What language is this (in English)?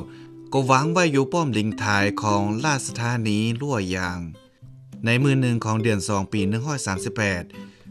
Lao